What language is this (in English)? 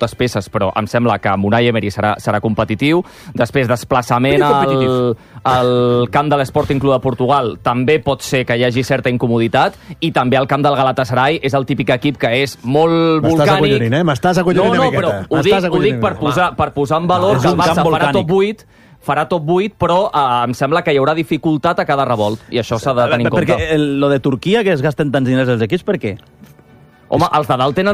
Catalan